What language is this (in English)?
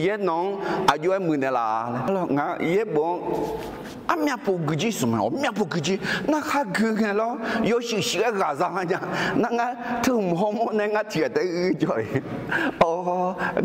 Akha